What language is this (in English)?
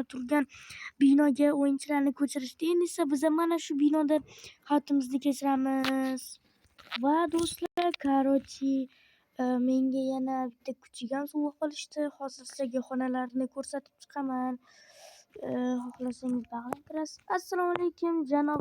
Uzbek